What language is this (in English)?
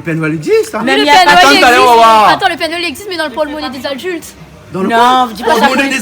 Réunion Creole French